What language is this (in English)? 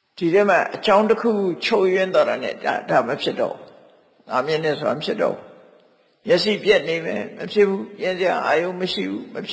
Burmese